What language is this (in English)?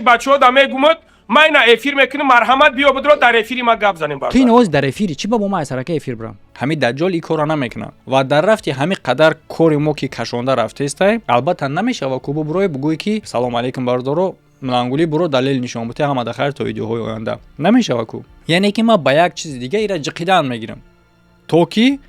Tajik